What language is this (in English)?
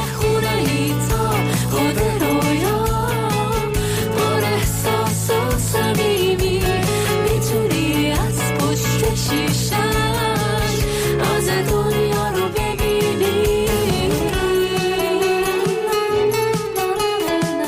Persian